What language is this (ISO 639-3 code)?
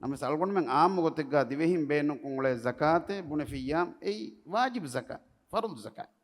div